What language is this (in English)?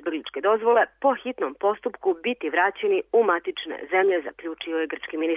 Serbian